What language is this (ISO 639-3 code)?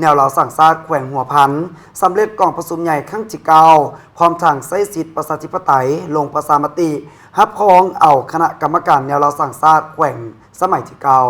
lao